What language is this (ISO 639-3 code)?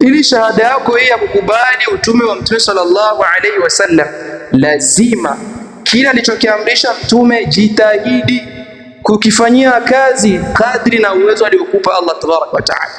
swa